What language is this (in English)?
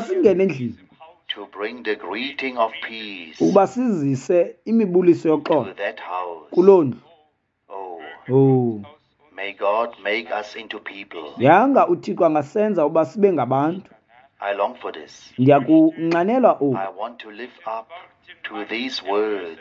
Xhosa